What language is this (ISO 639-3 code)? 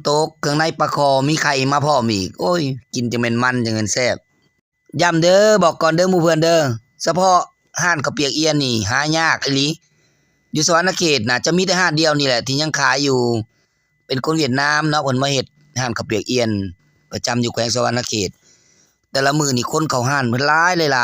lao